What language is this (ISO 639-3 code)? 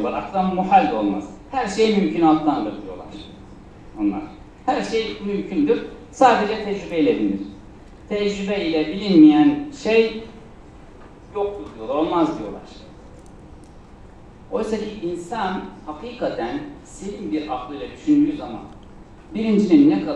tur